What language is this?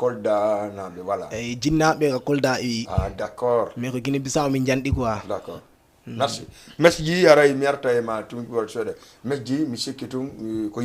Fula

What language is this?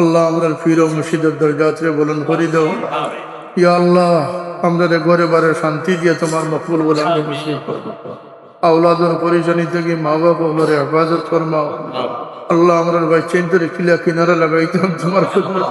Sylheti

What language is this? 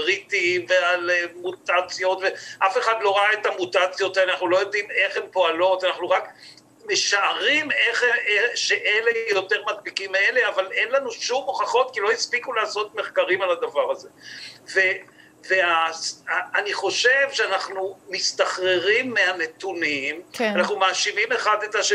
Hebrew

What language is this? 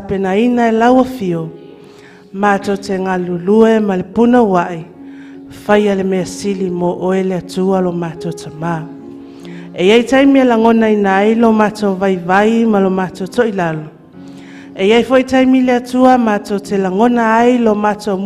Samoan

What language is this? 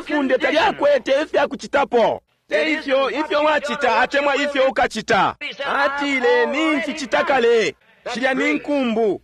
Bemba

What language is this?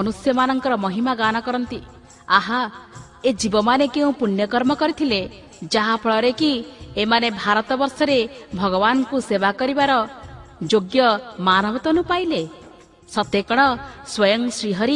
Odia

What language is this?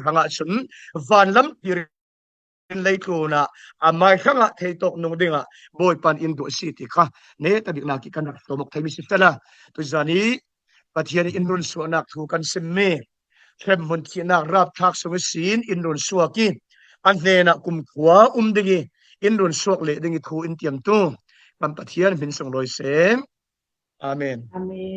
Falam Chin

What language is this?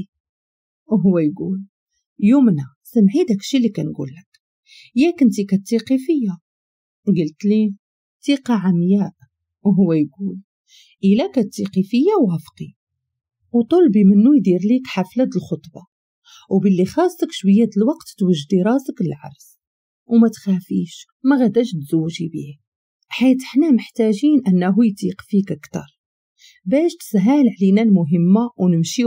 Moroccan Arabic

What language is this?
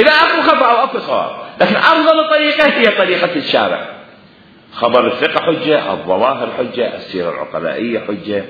Mesopotamian Arabic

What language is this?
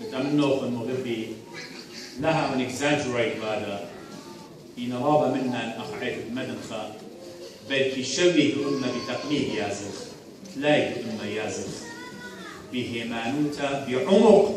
Assyrian Neo-Aramaic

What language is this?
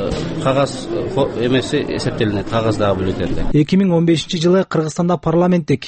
Kyrgyz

